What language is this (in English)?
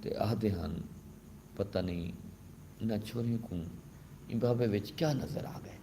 Saraiki